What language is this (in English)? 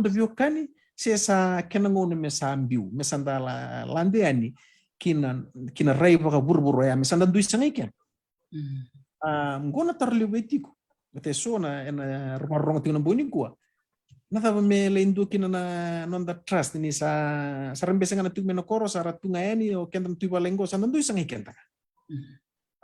Fijian